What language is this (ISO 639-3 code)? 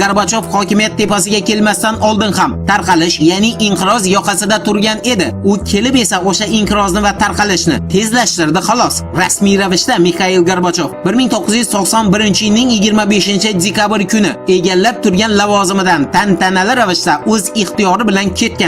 uzb